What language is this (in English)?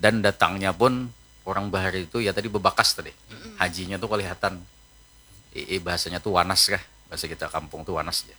Banjar